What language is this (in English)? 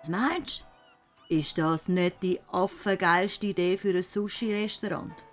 Swiss German